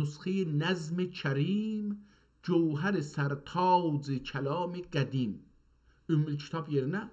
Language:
South Azerbaijani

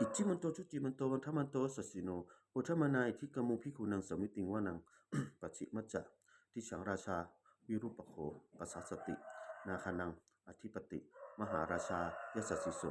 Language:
Pali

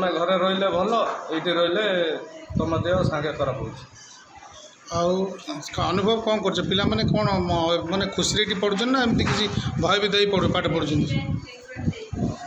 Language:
Odia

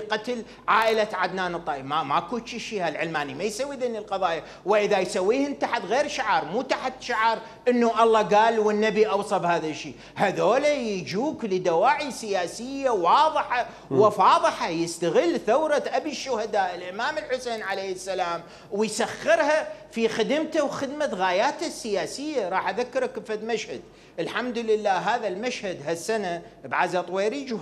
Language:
Mesopotamian Arabic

